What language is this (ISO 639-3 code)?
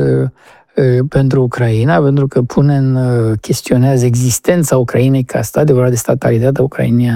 ron